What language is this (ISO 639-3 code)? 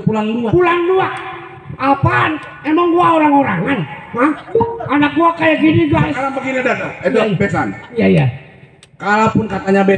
bew